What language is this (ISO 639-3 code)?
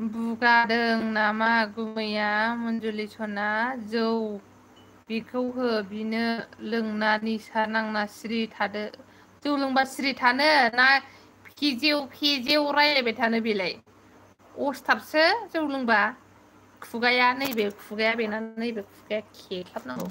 brx